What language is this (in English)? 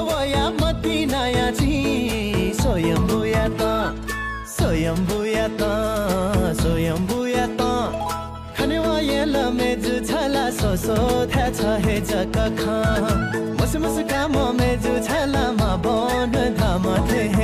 Newari